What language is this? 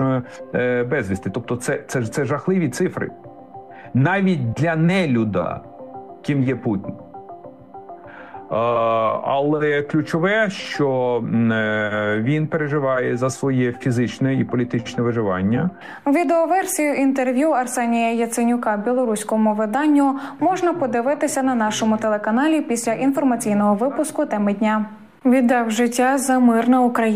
Ukrainian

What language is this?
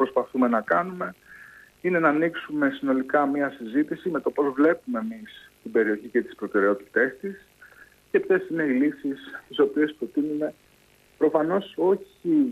Greek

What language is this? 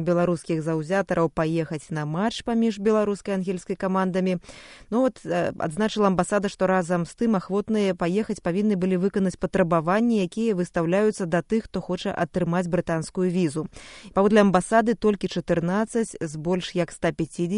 Belarusian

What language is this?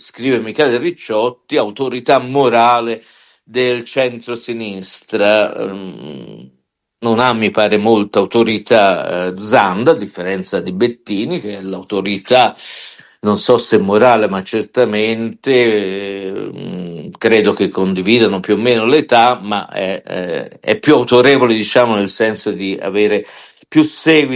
Italian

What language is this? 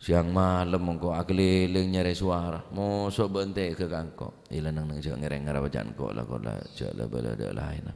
Madurese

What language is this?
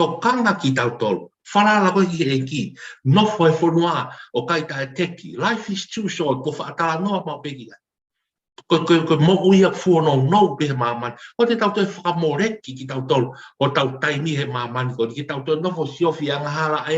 Tongan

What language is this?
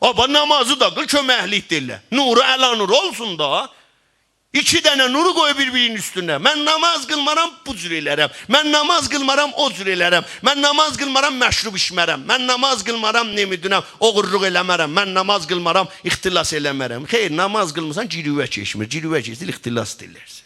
South Azerbaijani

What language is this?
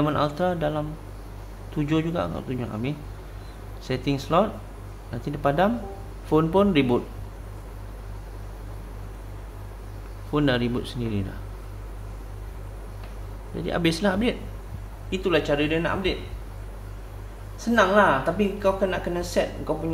Malay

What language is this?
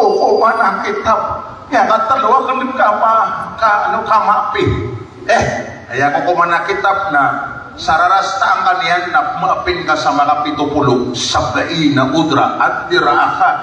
Maranao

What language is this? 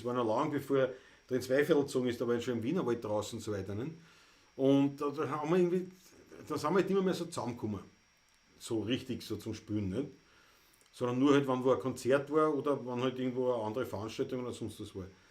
Bavarian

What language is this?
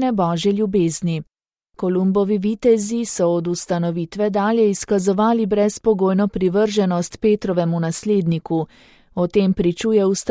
Slovenian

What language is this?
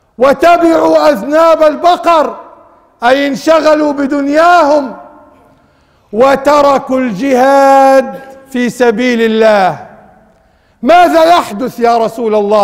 Arabic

